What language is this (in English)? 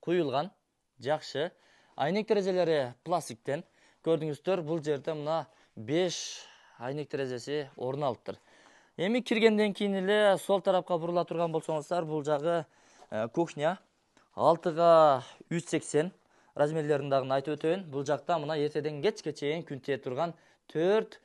Kyrgyz